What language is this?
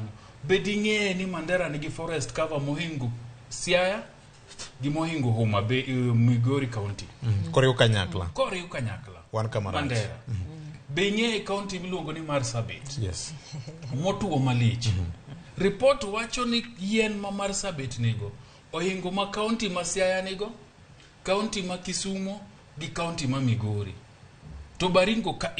Luo (Kenya and Tanzania)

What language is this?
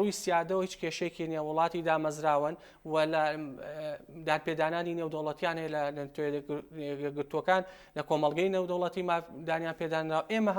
Central Kurdish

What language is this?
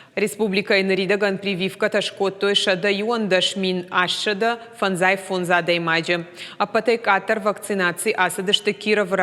Ossetic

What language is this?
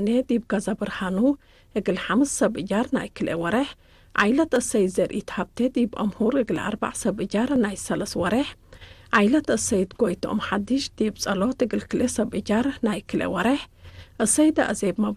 Tigre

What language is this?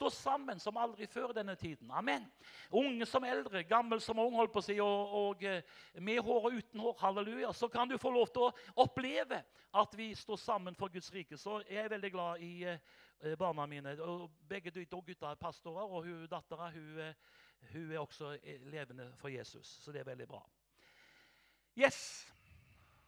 Norwegian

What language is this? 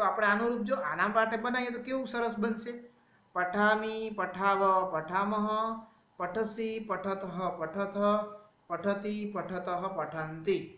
Gujarati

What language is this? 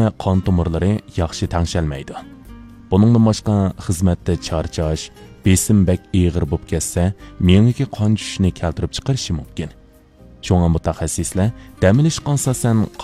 Uyghur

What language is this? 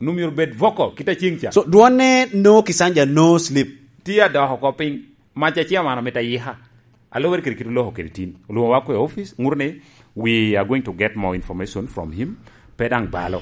Lango (Uganda)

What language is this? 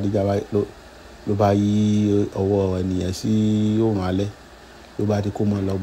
Yoruba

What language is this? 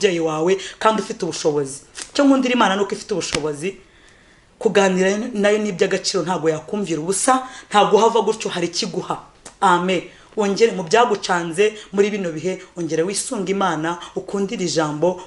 Kinyarwanda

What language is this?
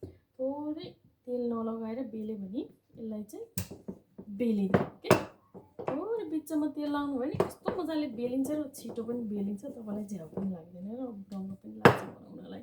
Nepali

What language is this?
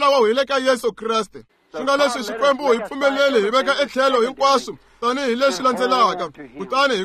Tsonga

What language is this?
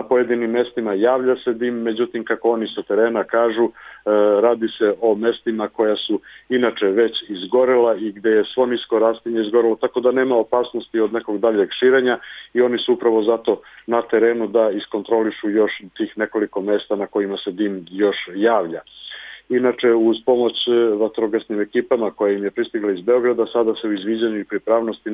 Serbian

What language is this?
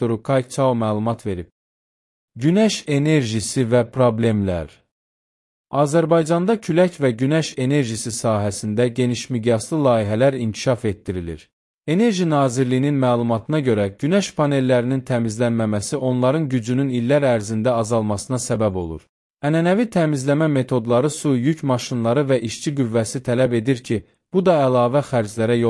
Azerbaijani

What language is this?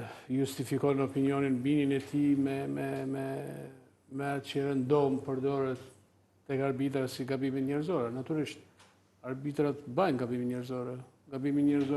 Albanian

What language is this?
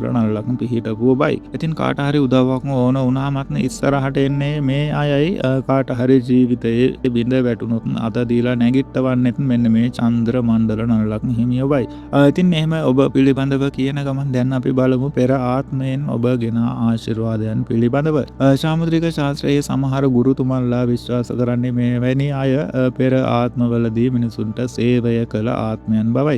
Sinhala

